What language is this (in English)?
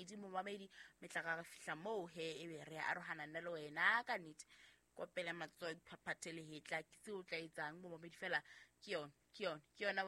Southern Sotho